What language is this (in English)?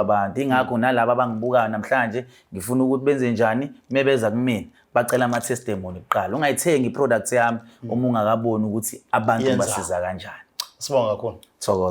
Zulu